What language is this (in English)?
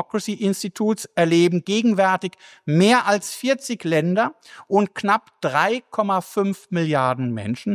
German